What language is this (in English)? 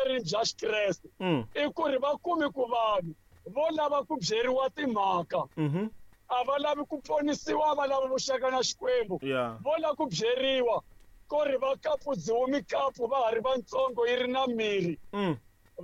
Tsonga